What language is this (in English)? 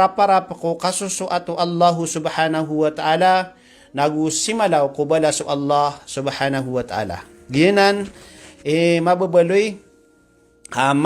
Maranao